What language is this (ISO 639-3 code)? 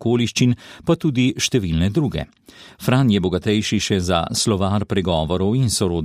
slv